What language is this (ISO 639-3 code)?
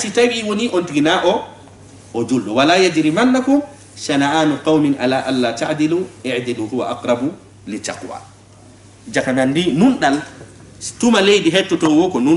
ful